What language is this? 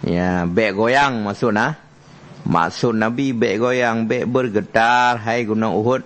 Achinese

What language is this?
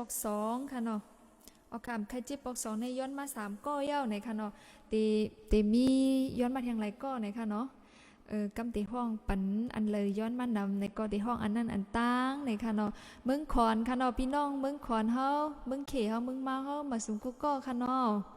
Shan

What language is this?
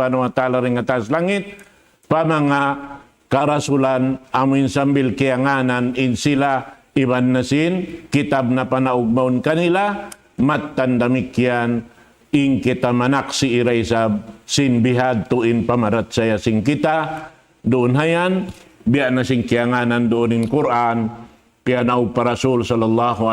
Tausug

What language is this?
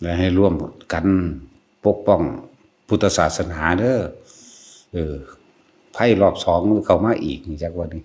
Northeastern Thai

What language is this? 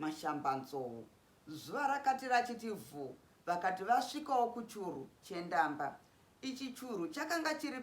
Shona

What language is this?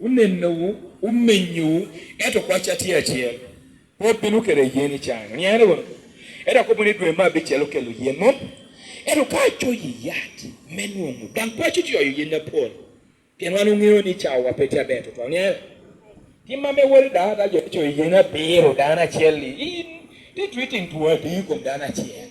Lango (Uganda)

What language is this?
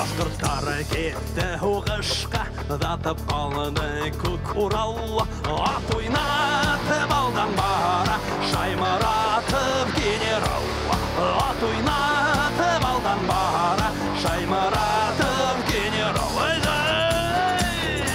Bashkir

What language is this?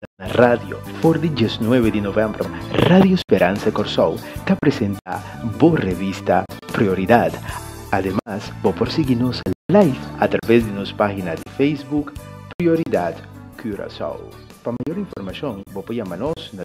Papiamento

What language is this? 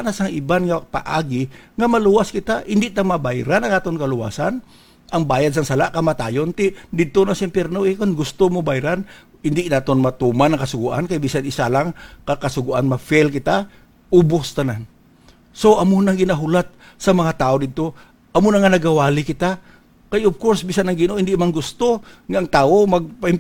Hiligaynon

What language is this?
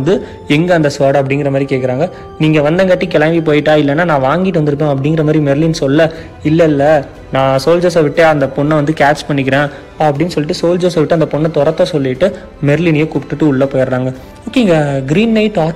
Tamil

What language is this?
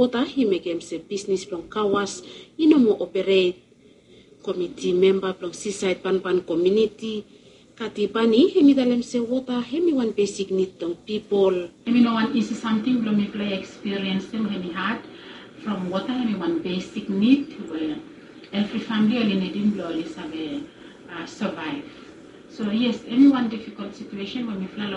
Bislama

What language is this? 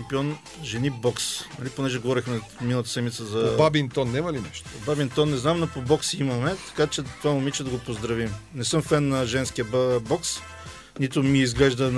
Bulgarian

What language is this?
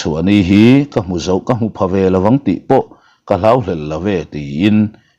Mizo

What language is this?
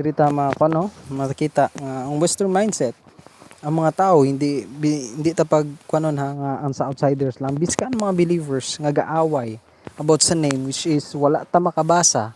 Hiligaynon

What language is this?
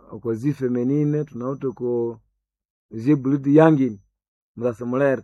Nande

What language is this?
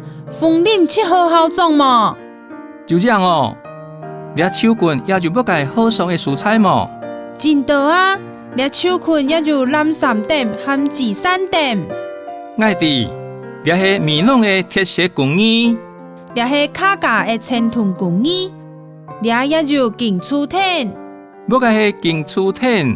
Hakka Chinese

